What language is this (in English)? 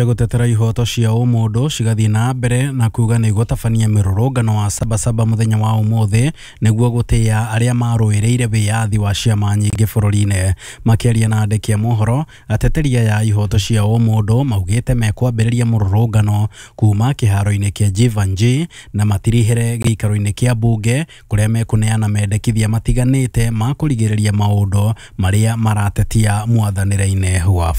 Kikuyu